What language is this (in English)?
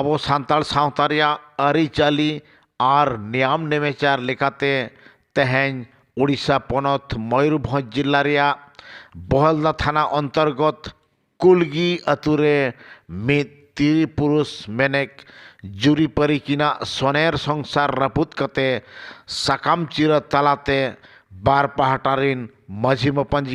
Santali